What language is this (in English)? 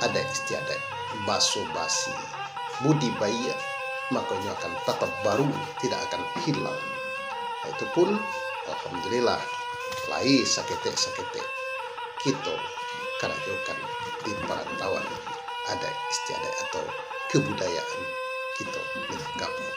Minangkabau